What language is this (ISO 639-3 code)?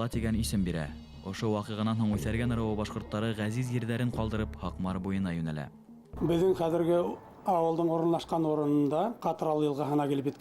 bak